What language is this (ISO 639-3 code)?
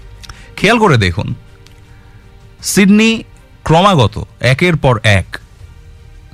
ben